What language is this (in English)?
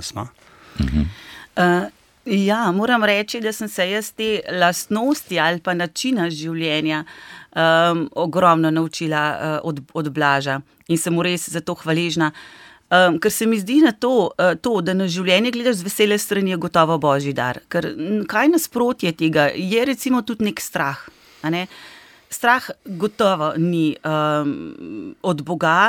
Slovenian